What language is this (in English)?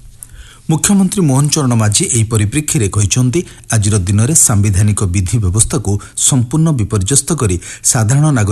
Odia